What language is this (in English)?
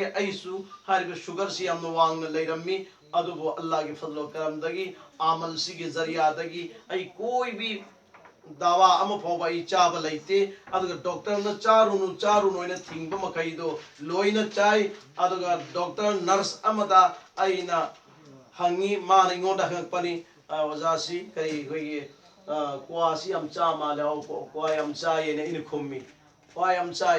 Manipuri